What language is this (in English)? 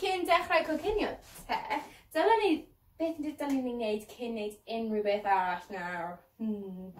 Welsh